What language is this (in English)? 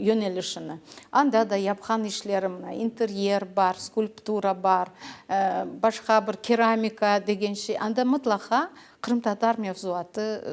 Crimean Tatar